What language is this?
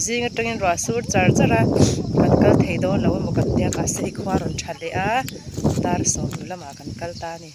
Mizo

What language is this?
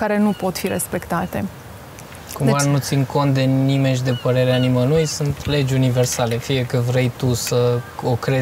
Romanian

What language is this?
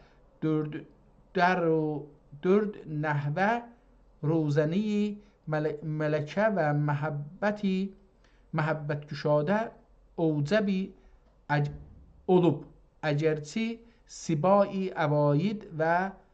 South Azerbaijani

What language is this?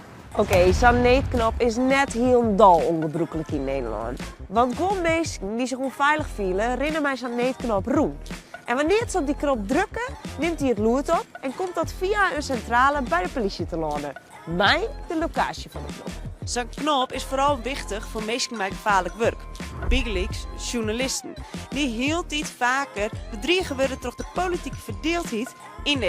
Western Frisian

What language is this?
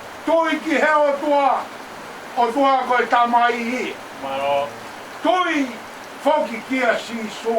Tongan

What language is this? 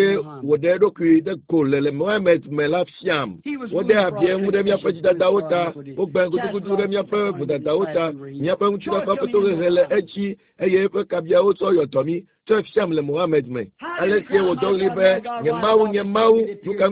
Ewe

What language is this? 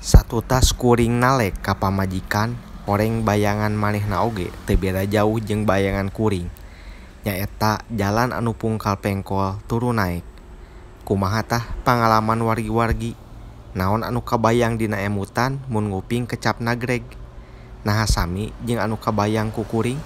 Sundanese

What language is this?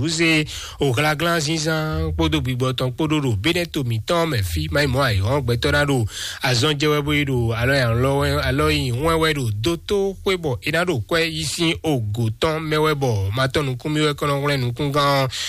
Fon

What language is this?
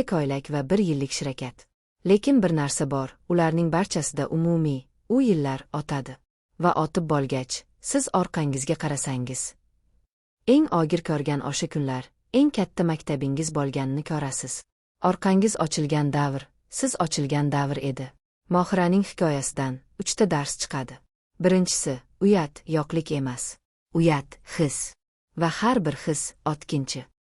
Uzbek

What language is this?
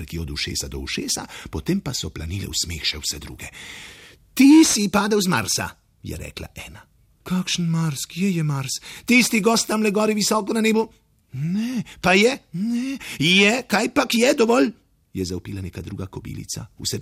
Slovenian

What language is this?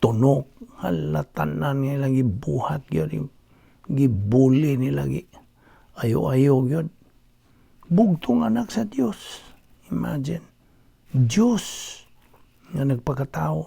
Cebuano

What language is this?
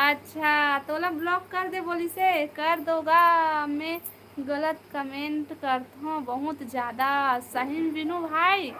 Chhattisgarhi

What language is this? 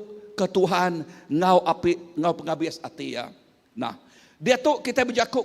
Iban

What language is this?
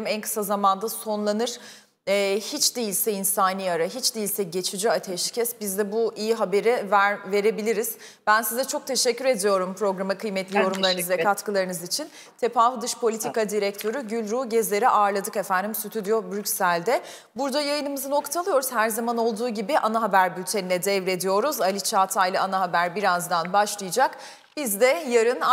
Turkish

